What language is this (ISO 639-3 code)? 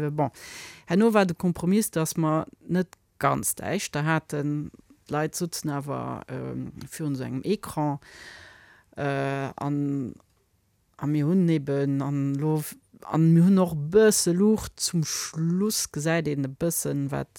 ltz